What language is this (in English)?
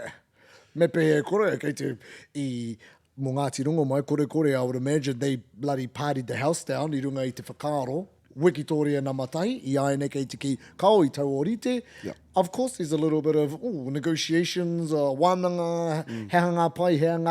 Māori